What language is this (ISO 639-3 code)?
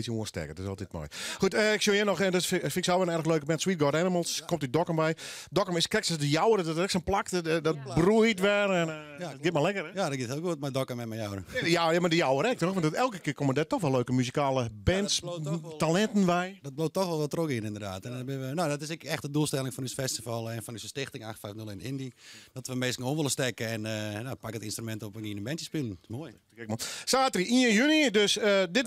fry